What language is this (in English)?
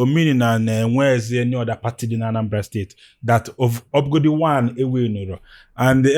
Igbo